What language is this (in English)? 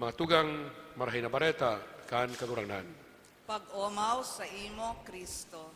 Bikol